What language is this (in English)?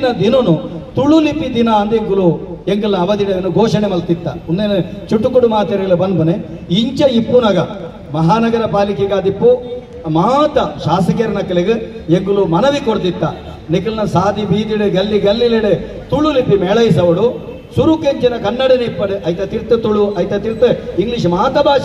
Tulu